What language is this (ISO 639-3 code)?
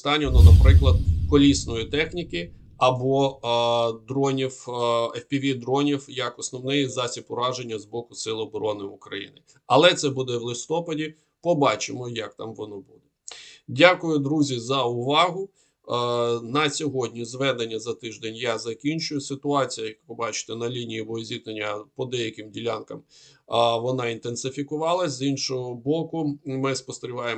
ukr